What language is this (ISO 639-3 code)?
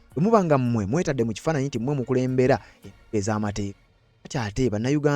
lug